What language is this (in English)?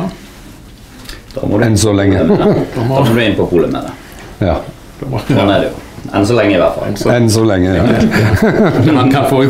Norwegian